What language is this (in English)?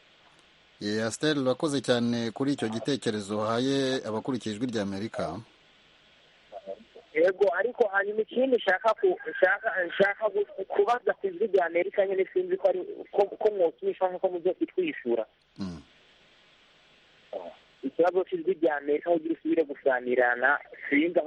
Kinyarwanda